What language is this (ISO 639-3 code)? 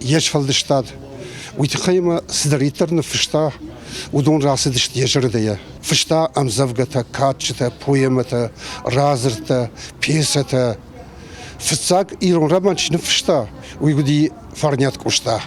oss